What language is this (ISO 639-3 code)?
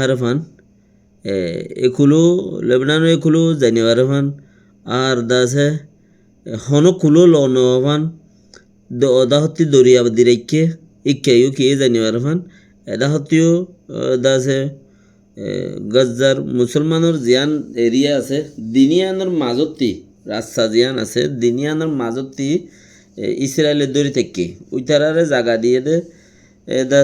rhg